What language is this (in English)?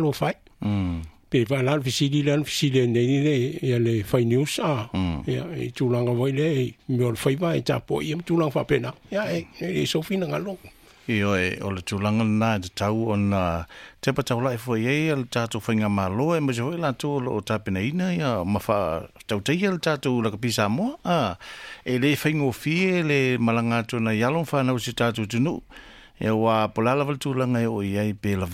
Samoan